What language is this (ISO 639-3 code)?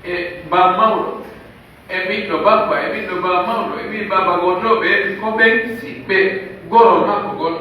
fuf